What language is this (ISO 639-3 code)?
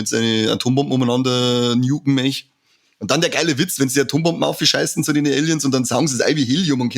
bar